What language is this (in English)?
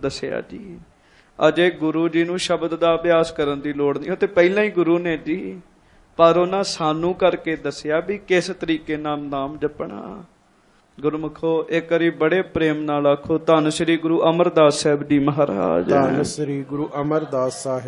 Punjabi